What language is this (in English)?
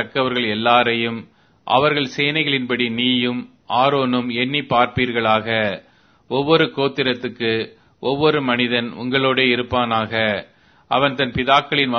Tamil